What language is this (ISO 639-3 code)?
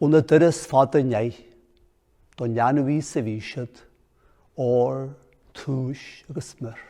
gle